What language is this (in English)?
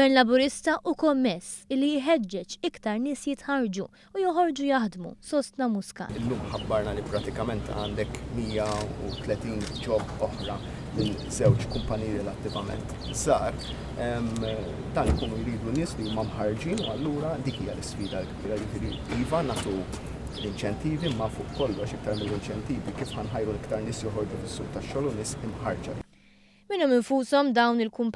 Maltese